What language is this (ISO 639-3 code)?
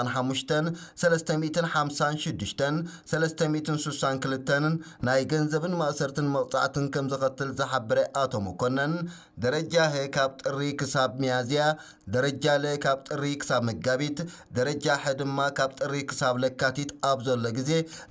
tir